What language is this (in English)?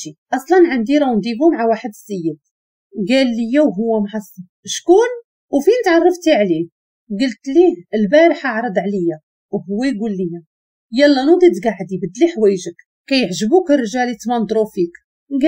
Moroccan Arabic